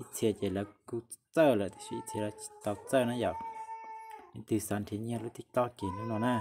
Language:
Hmong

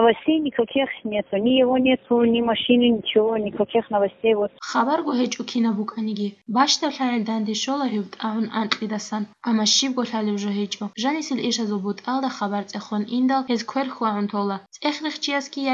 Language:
Avaric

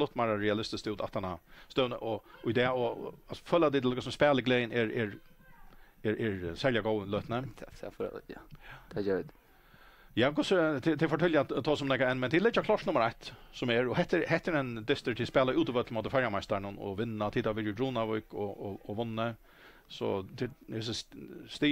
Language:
Faroese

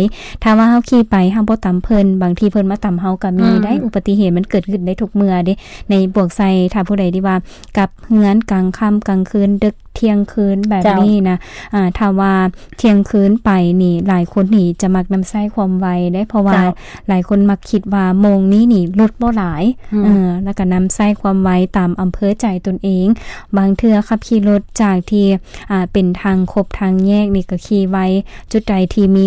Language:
Lao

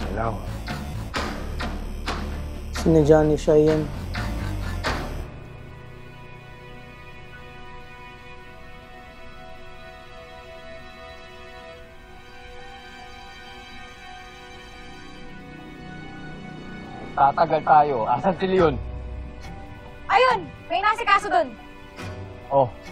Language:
Filipino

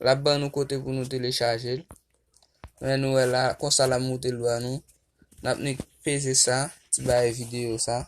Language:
Haitian Creole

